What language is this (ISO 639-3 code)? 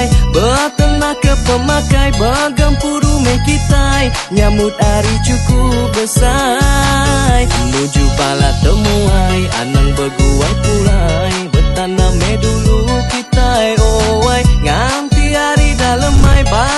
iba